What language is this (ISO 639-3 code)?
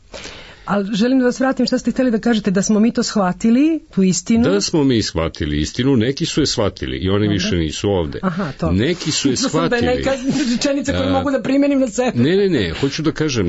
srp